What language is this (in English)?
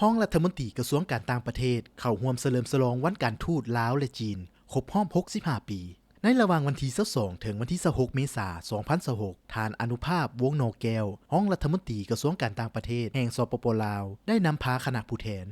Lao